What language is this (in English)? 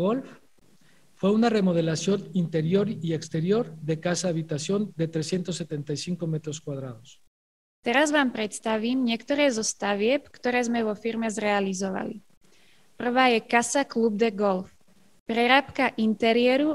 Slovak